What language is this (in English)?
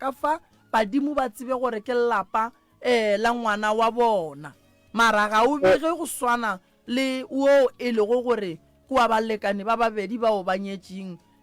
Northern Sotho